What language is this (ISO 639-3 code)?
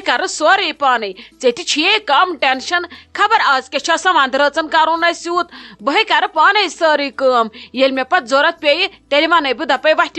kas